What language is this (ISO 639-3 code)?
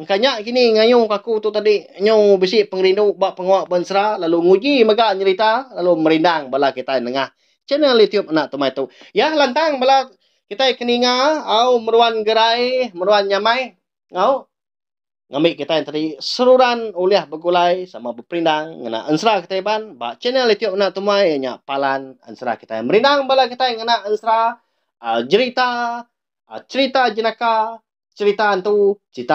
iba